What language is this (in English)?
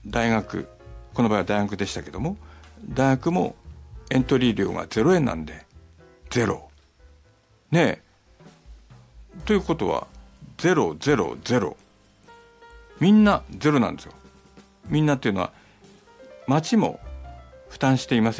Japanese